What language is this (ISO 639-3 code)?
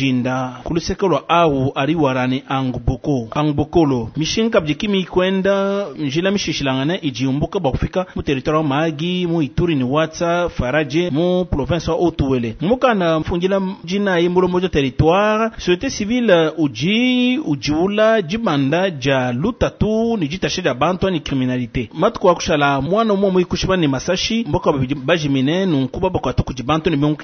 lua